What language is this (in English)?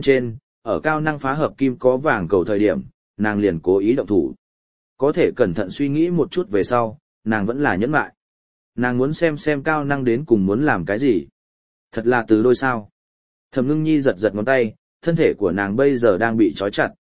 Vietnamese